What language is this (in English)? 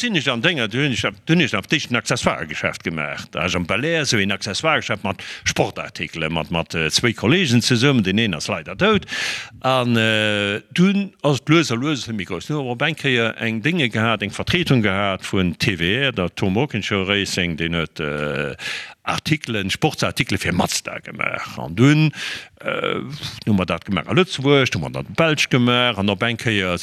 Luxembourgish